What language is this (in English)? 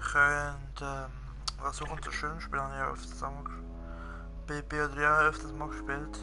Swiss German